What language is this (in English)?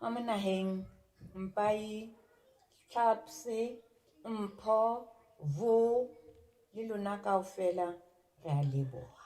Southern Sotho